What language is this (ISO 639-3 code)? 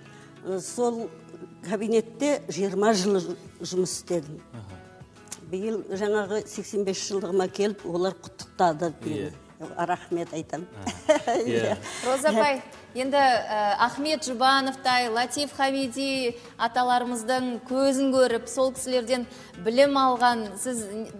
kaz